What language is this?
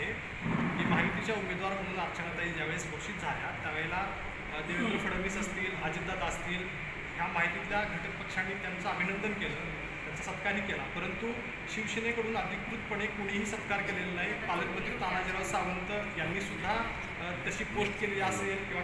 Marathi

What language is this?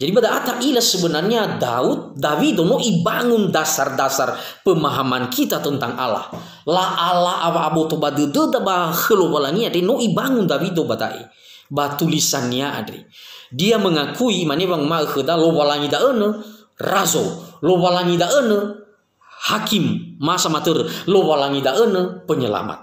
Nias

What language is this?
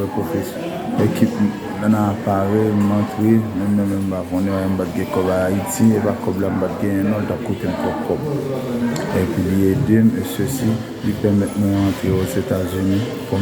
Haitian Creole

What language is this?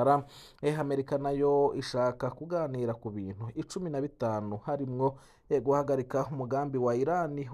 Rundi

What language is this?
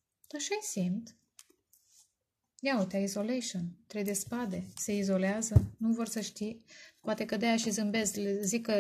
Romanian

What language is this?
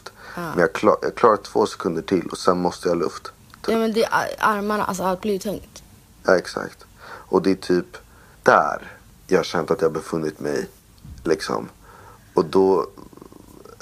Swedish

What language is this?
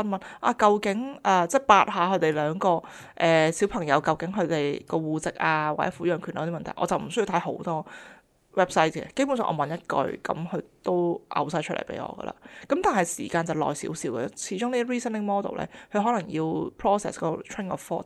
Cantonese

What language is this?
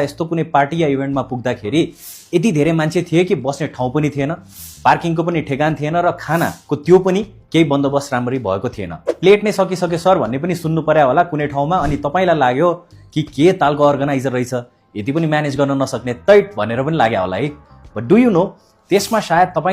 Nepali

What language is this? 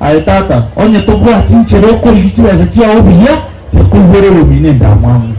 Gusii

